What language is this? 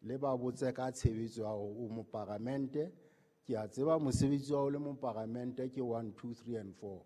Southern Sotho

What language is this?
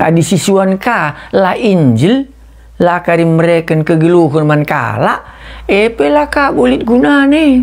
Batak Karo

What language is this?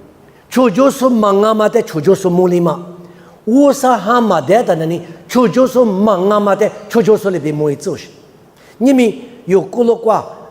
Lisu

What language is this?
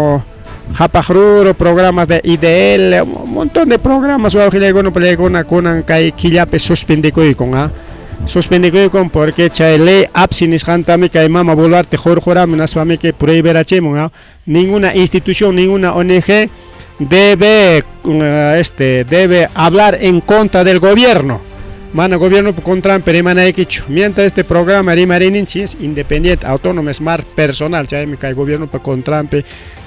Ayacucho Quechua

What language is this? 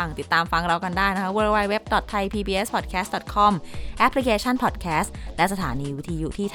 Thai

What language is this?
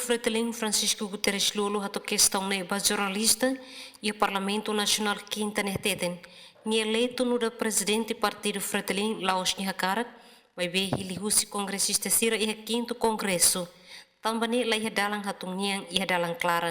Tetum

